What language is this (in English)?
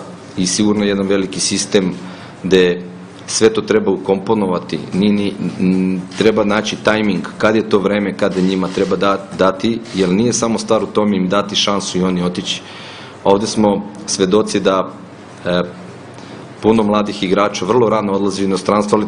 Serbian